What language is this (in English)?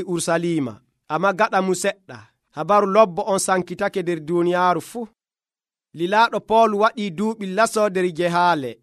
Nigerian Fulfulde